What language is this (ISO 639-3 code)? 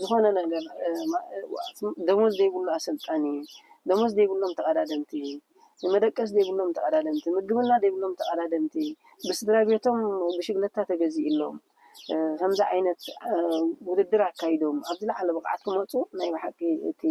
tir